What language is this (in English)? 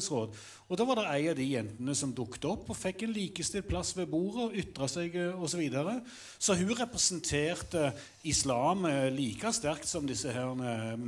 Norwegian